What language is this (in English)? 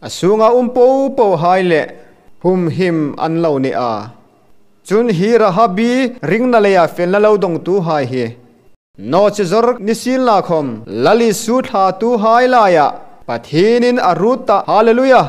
Hmar